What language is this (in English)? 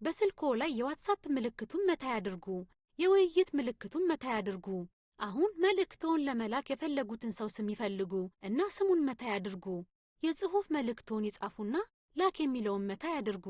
Amharic